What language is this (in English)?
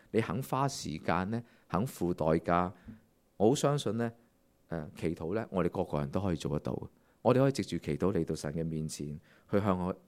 Cantonese